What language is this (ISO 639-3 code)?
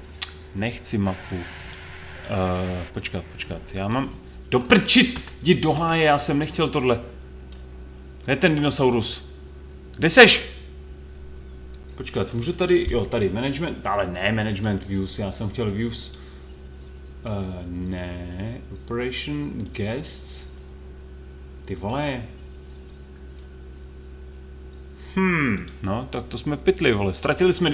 ces